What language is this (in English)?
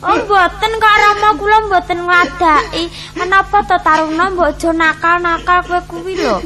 Javanese